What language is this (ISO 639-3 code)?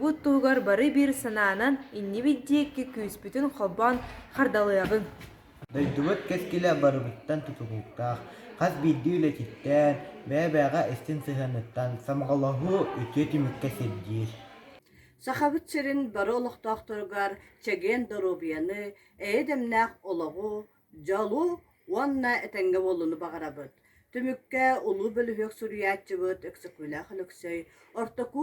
sah